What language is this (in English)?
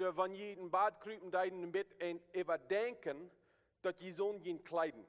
Plautdietsch